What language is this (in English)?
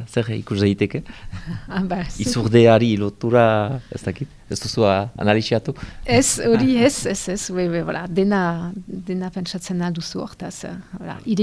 Basque